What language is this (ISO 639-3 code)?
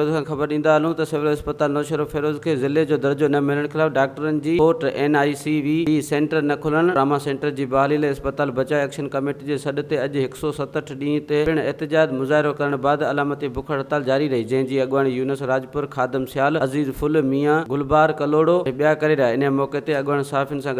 snd